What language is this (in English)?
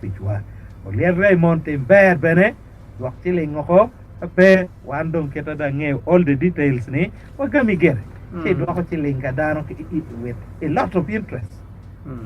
Acoli